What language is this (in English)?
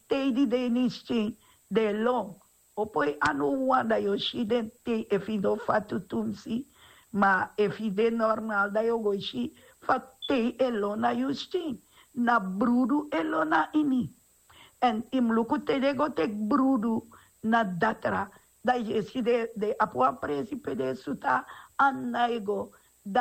Sranan Tongo